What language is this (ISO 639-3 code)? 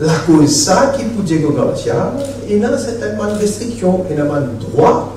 mfe